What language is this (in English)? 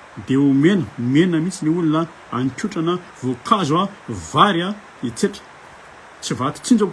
Malagasy